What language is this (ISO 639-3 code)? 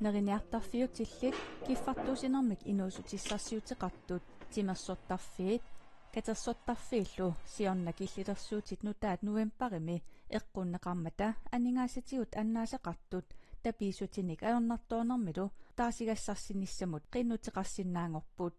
kal